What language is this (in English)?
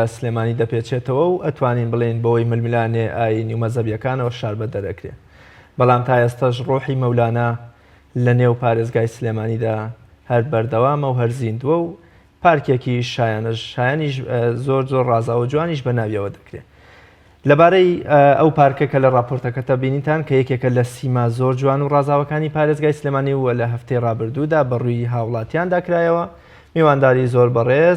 Central Kurdish